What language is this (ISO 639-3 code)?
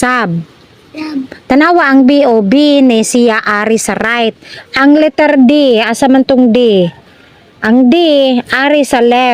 ceb